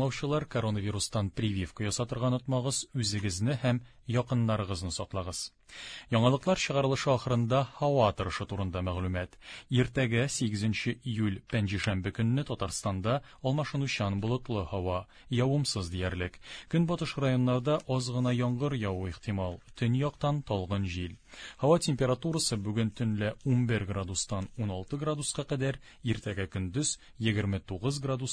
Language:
Tatar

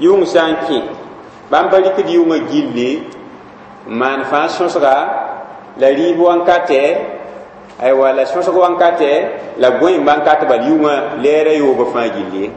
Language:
Mossi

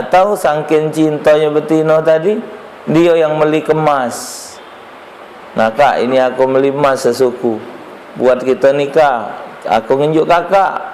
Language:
Musi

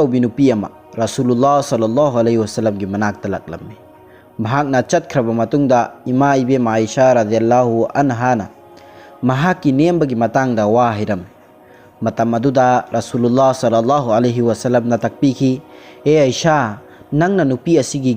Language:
Manipuri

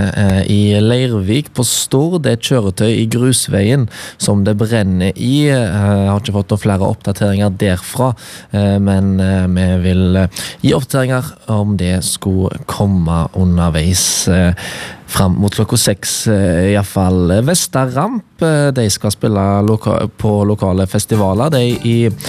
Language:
Norwegian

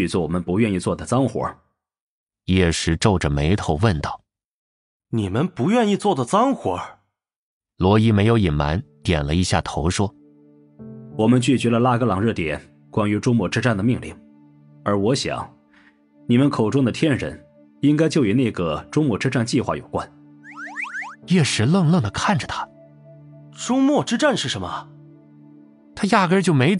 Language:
Chinese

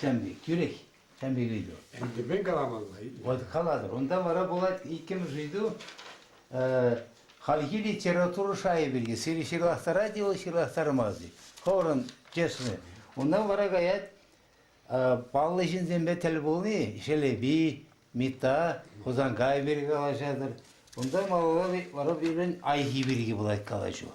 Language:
Chuvash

